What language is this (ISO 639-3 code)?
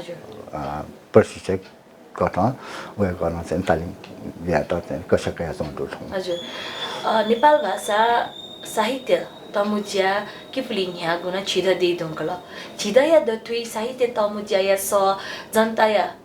new